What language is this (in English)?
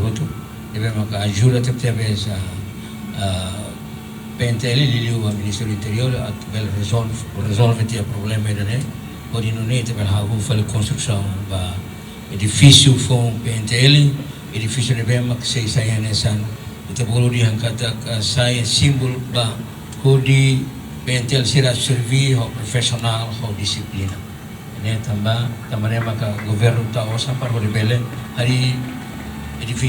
Tetum